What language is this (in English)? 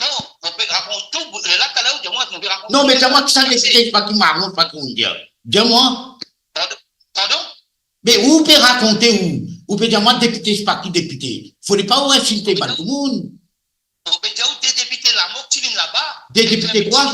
Morisyen